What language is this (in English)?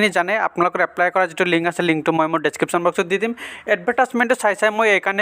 Assamese